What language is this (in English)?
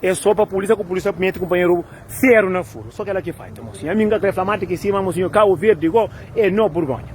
Kabuverdianu